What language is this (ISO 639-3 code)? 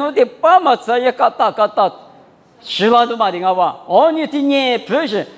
lis